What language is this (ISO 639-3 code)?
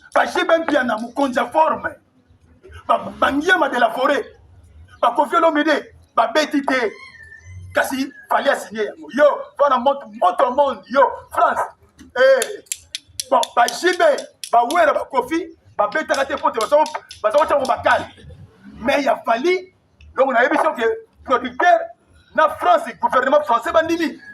lin